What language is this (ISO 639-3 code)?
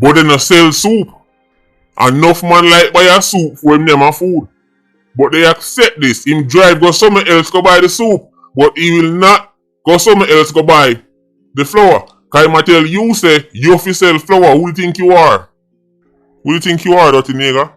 jam